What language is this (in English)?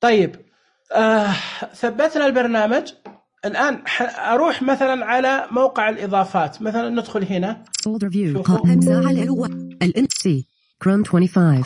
Najdi Arabic